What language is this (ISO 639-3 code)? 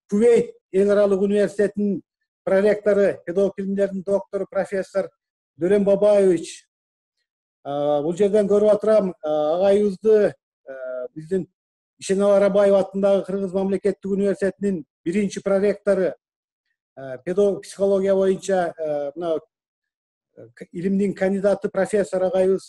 kir